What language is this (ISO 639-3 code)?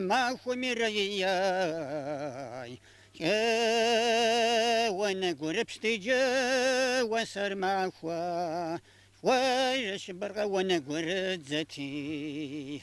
kbd